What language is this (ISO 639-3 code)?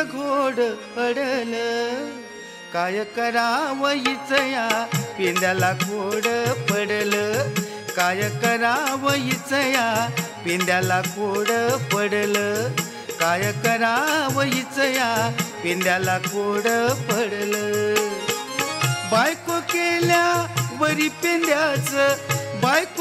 mar